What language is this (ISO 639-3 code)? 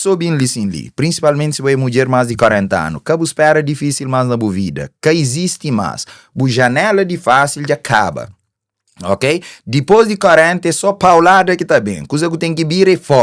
kea